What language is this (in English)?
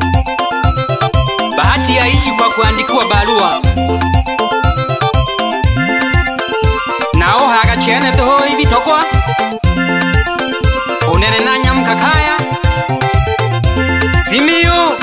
Swahili